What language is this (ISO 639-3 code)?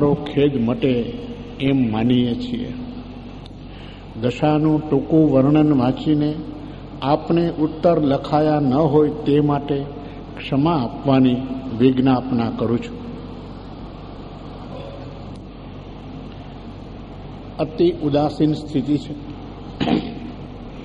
guj